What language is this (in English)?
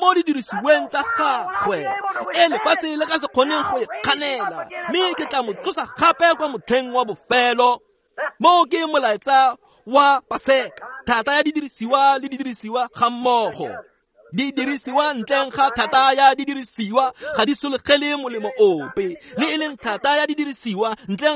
Tswana